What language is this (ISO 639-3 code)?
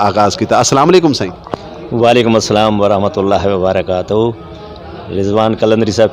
skr